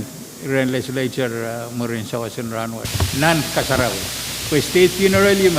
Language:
Pohnpeian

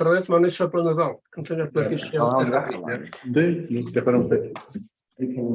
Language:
Welsh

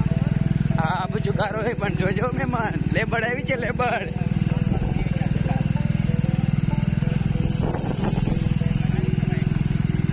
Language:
Gujarati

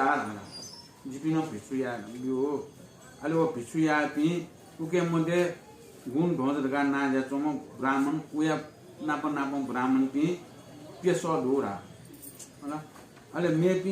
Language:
Newari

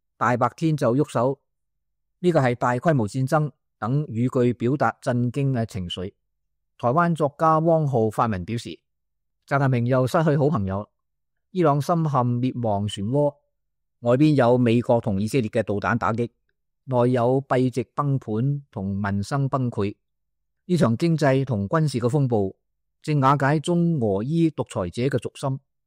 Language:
Cantonese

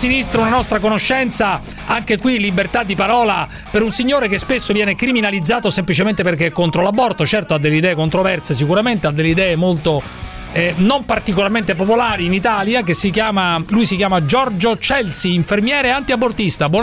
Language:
Italian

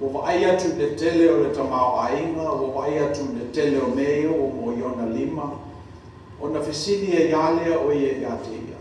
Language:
Samoan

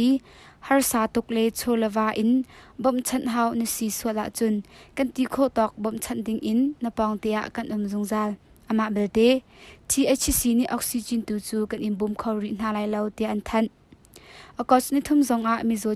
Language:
Hakha Chin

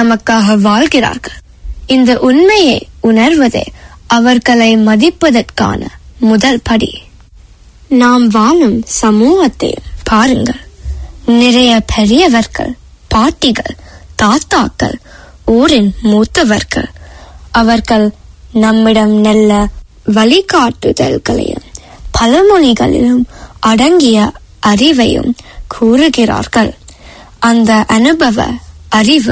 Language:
Tamil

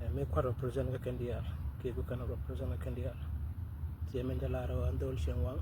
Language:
Nuer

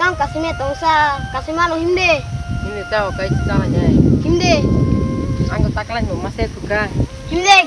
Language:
Kok Borok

